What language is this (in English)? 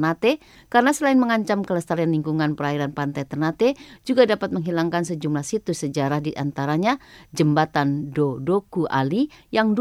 Indonesian